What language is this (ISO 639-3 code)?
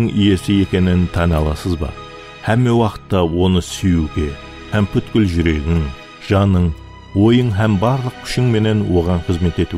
kaa